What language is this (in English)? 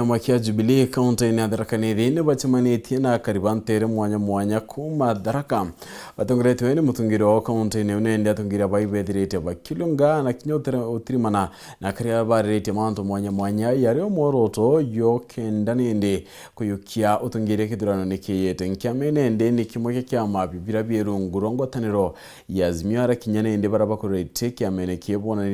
Meru